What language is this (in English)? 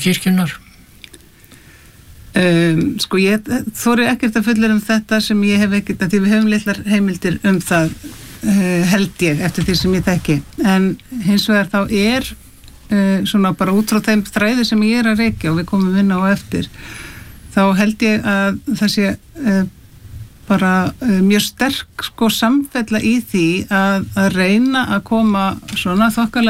Icelandic